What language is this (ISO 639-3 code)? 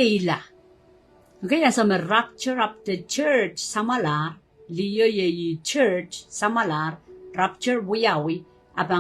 pon